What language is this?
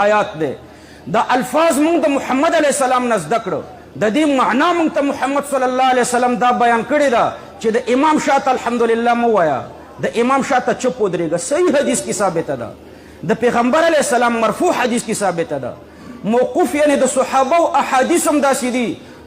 Pashto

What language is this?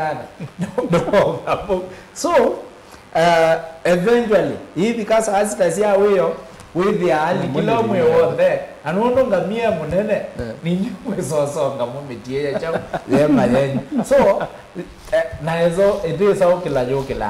Kamba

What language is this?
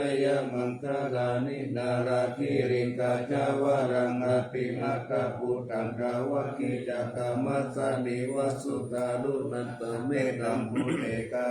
Pali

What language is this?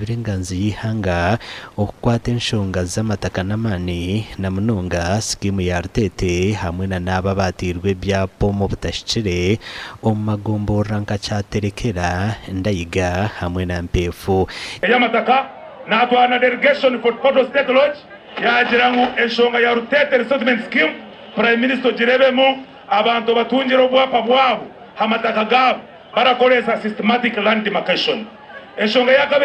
Nyankole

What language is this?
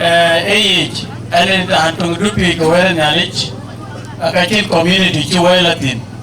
Dinka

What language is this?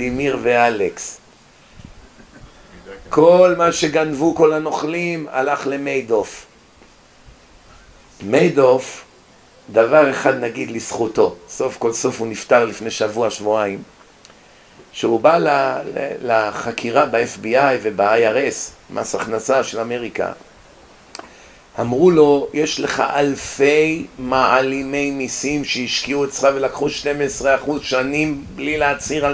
Hebrew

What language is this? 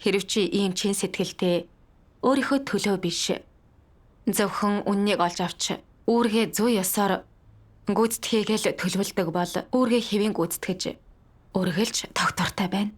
Mongolian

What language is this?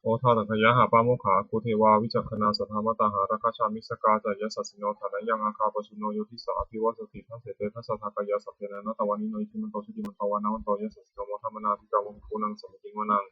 Pali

